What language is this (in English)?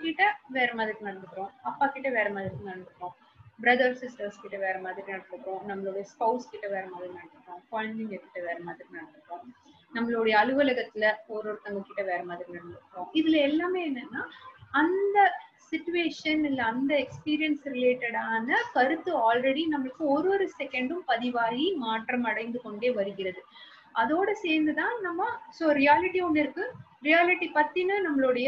Tamil